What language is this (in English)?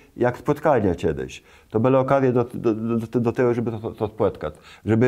Kashubian